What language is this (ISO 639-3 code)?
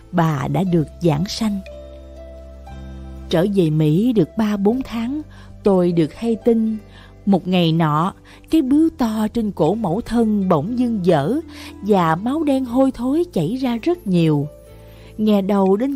vie